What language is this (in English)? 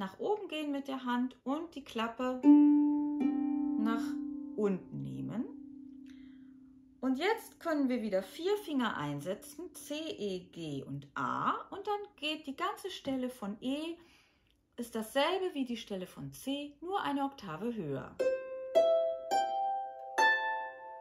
German